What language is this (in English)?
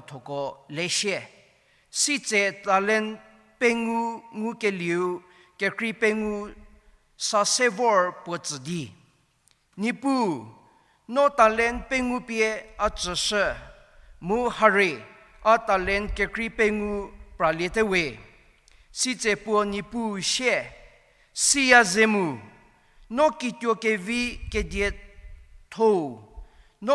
Angami Naga